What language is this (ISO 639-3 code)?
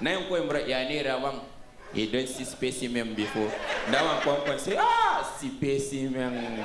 pcm